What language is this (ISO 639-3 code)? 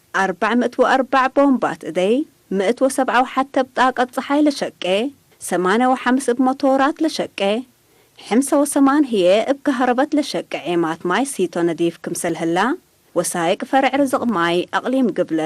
tig